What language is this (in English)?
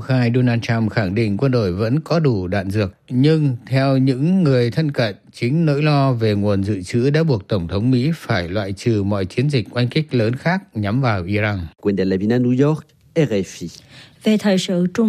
Vietnamese